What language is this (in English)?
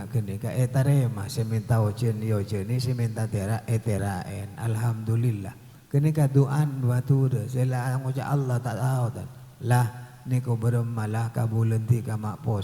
Madurese